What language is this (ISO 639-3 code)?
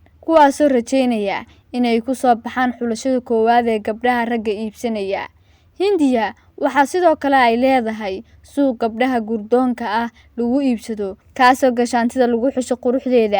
som